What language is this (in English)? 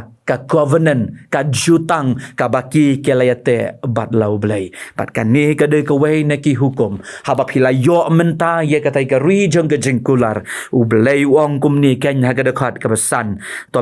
Khasi